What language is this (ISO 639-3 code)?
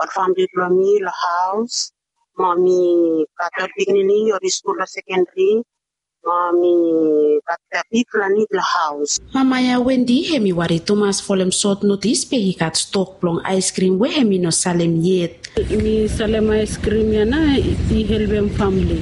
bis